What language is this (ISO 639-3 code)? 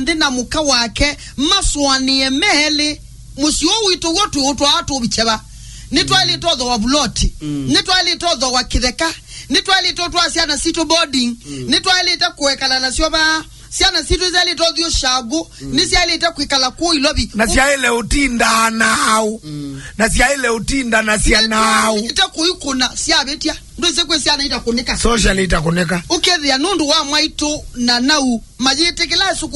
kam